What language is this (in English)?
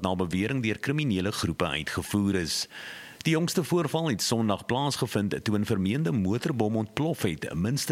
Afrikaans